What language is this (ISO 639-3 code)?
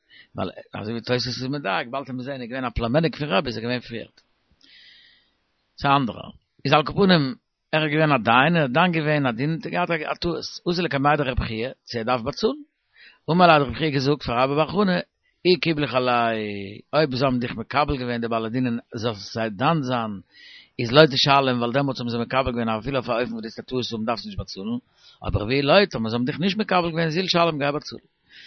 yid